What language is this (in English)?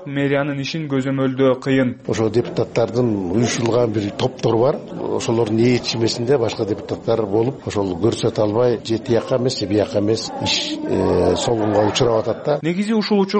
Kyrgyz